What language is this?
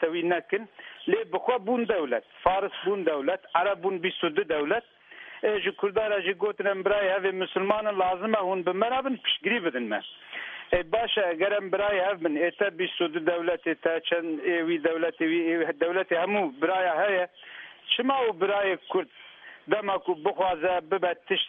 Kurdish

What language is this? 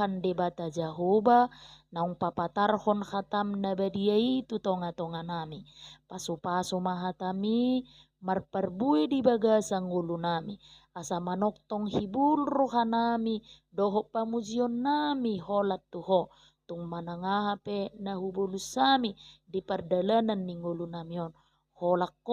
Batak Toba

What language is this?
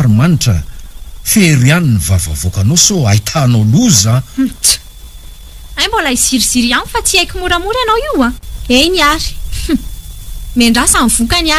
Malagasy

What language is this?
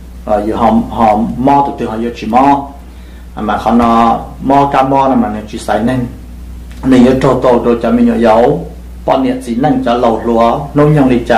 Hmong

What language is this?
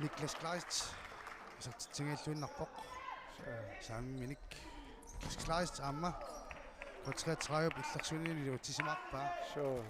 Kalaallisut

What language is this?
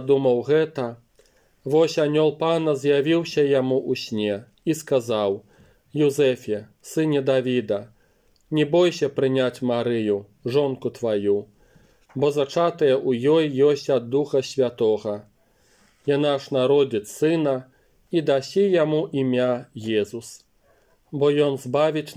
Belarusian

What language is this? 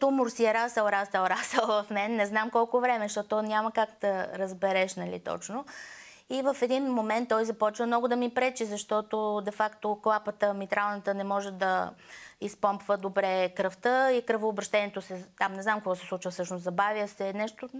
Bulgarian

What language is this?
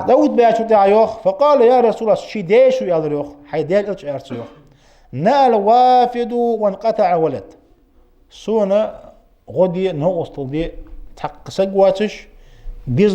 Ingush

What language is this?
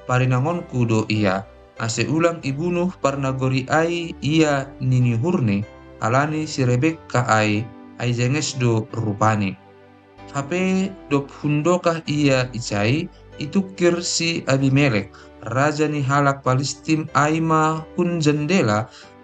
Batak Simalungun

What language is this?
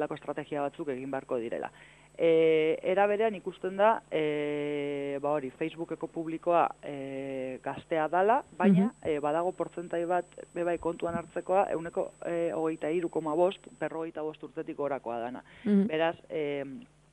Basque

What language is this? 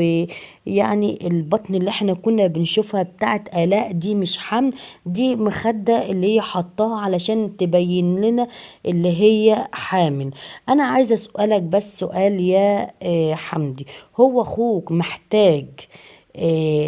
Egyptian Arabic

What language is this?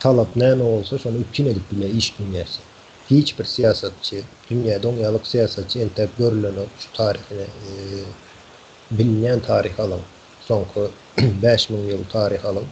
Turkmen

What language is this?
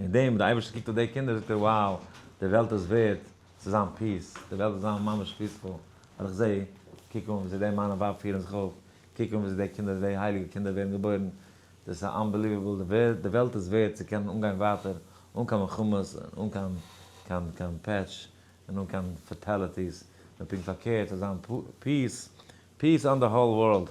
Yiddish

